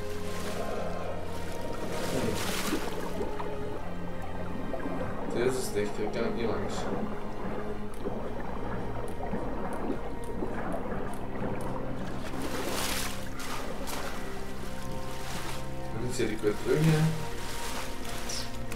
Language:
Dutch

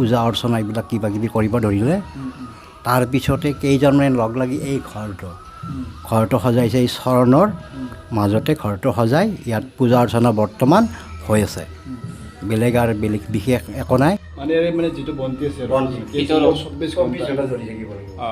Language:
Assamese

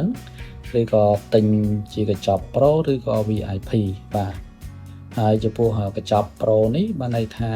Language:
Khmer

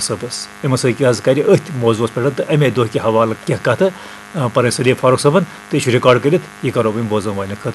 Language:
Kashmiri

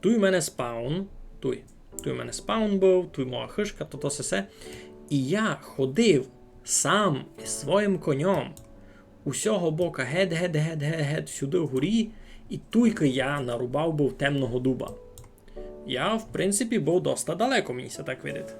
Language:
Rusyn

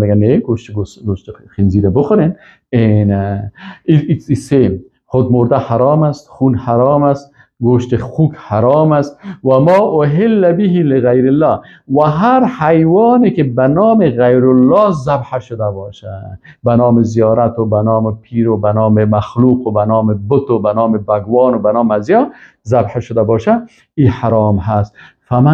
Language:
Persian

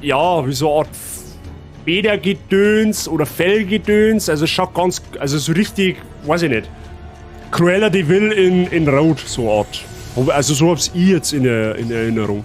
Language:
Bavarian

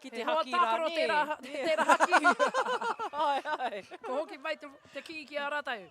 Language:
Māori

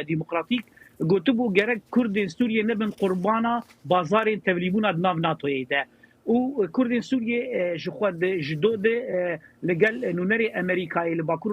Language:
Kurdish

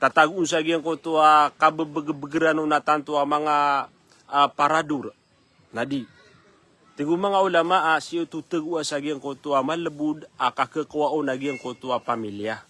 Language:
Maranao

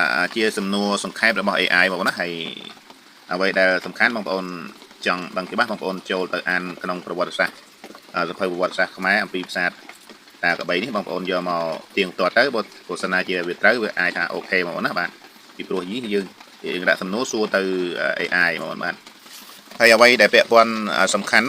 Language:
Khmer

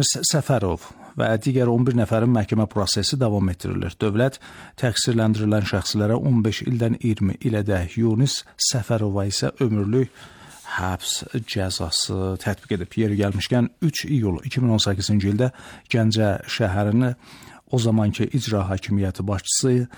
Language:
Azerbaijani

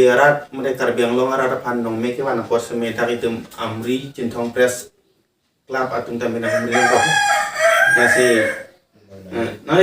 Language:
Karbi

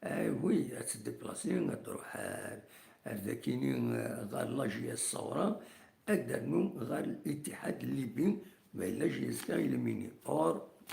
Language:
Kabyle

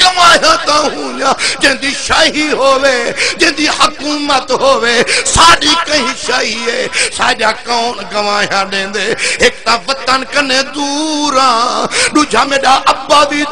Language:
Saraiki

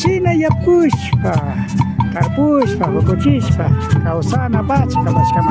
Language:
Imbabura Highland Quichua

